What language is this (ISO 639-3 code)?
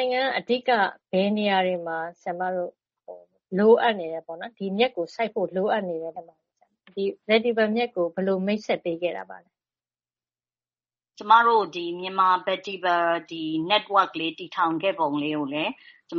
mya